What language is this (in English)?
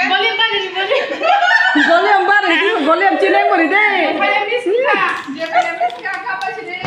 Kok Borok